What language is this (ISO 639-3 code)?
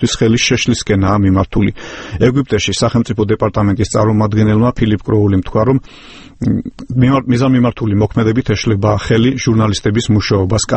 kat